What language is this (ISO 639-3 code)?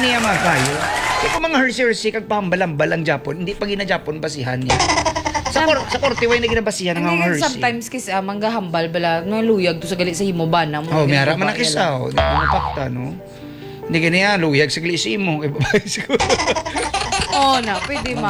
hil